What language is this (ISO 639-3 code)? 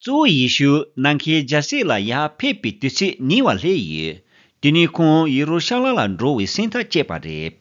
bod